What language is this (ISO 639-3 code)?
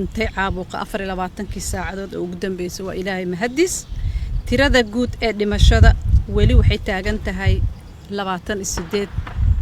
som